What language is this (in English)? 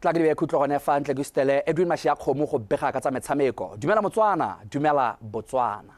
Tswana